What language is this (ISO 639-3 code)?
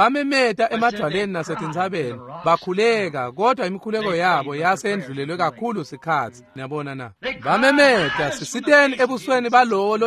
ssw